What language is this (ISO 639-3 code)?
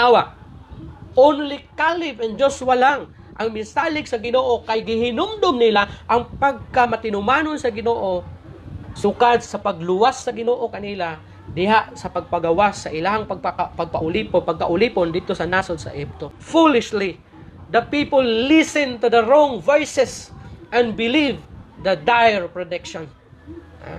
ceb